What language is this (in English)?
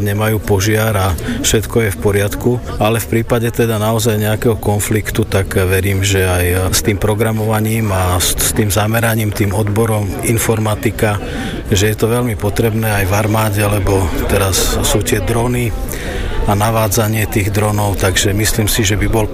Slovak